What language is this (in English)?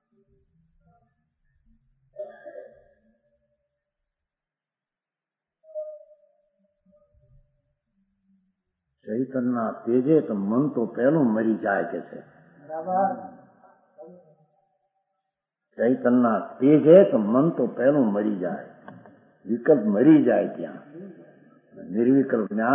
Gujarati